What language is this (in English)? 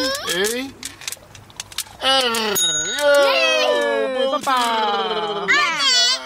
Dutch